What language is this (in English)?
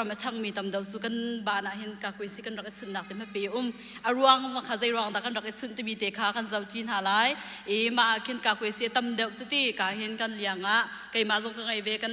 Hakha Chin